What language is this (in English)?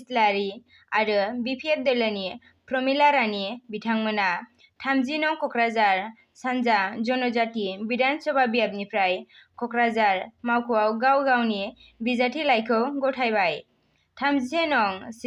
Bodo